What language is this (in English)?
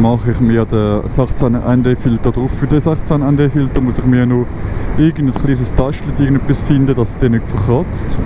Swiss German